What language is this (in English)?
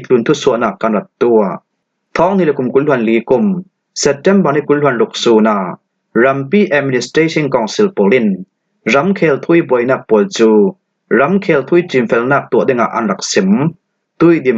Falam Chin